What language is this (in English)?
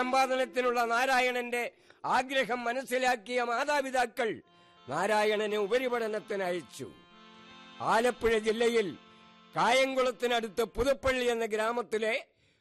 Malayalam